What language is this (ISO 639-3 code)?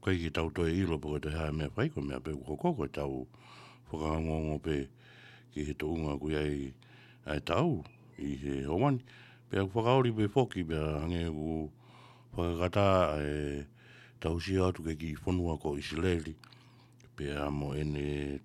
ton